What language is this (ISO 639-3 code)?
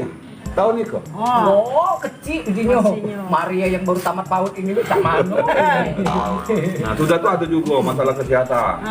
mui